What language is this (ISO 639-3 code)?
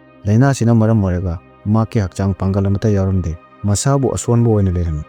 mni